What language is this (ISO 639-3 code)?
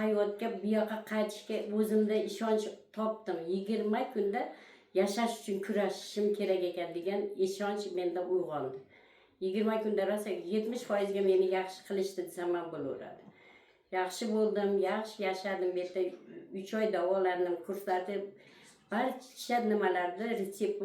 uzb